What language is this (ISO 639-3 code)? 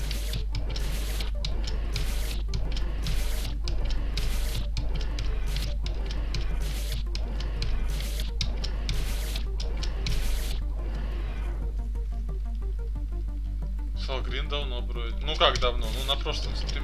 rus